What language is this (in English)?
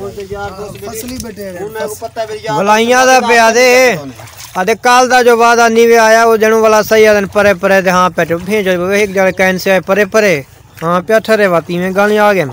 Saraiki